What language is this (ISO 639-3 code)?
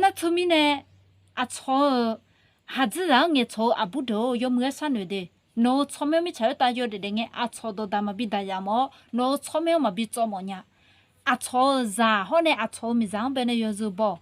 ahk